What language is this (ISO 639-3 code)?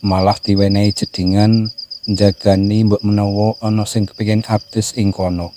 jav